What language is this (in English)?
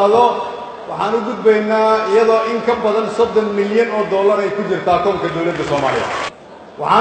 Somali